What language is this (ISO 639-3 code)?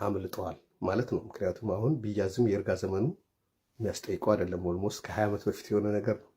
amh